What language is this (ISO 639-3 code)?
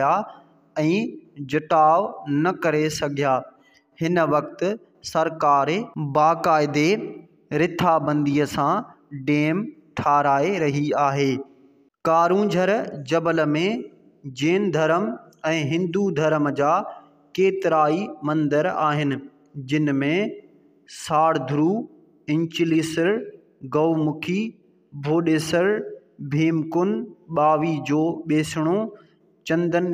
snd